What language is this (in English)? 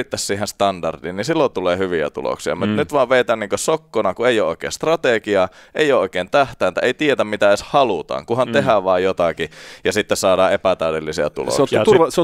Finnish